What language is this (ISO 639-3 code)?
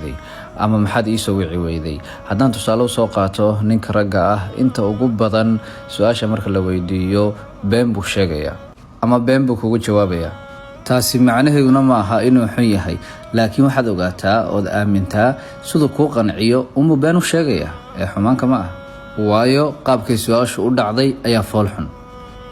som